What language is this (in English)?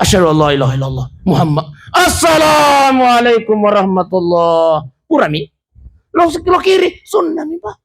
Buginese